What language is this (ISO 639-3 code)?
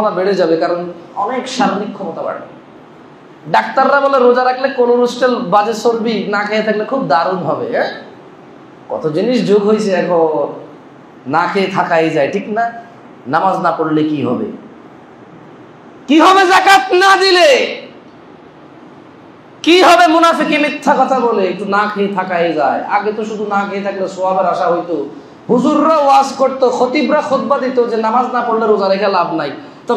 ben